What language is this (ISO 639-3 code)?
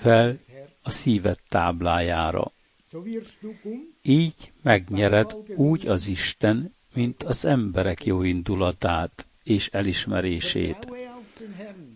hun